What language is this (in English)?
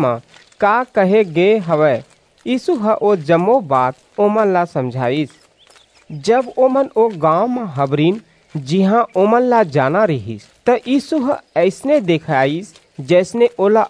Chhattisgarhi